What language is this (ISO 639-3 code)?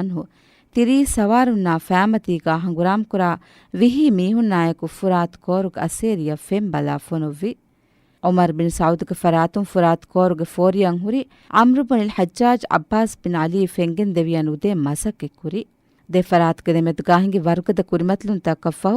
div